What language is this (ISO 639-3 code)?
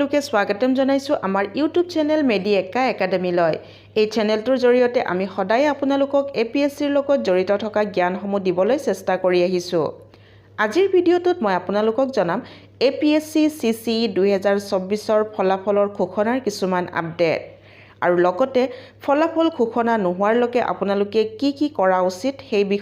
asm